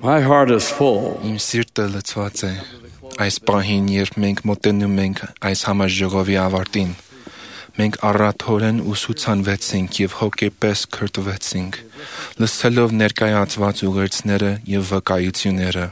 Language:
Armenian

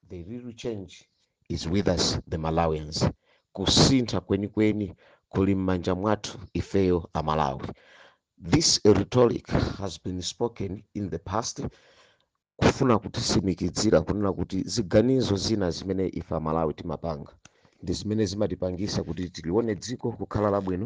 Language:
Nyanja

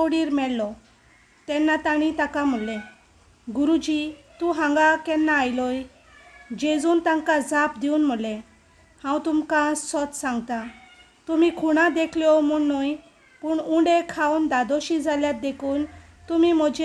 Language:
Konkani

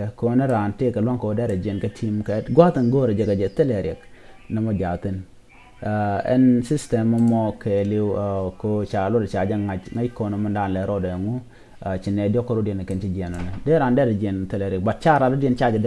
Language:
Nuer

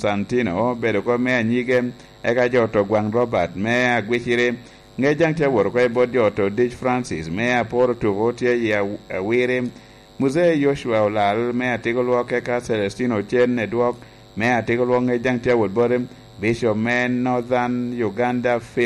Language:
Lango (Uganda)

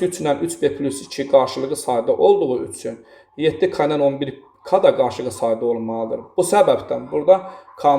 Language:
Azerbaijani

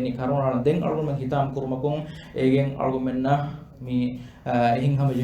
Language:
Divehi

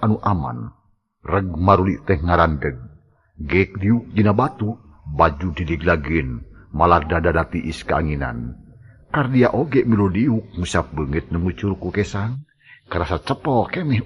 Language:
Sundanese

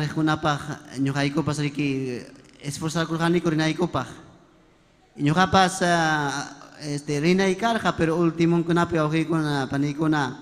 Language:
Ayacucho Quechua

